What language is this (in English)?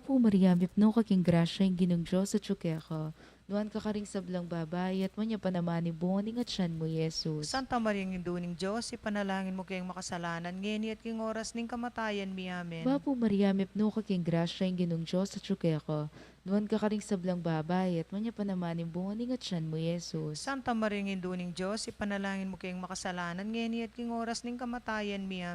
Pampanga